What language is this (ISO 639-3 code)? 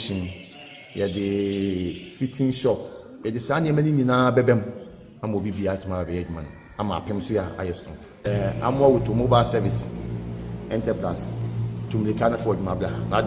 aka